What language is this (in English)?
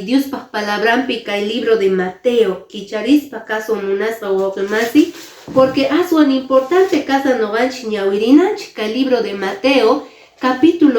Quechua